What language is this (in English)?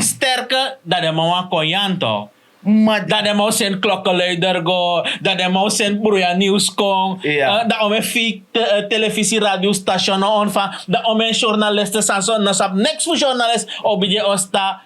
Sranan Tongo